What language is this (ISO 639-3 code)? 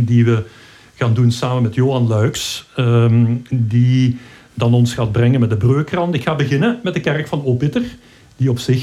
nld